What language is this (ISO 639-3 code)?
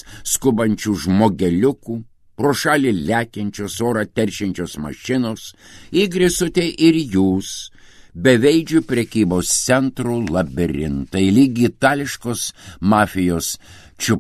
lit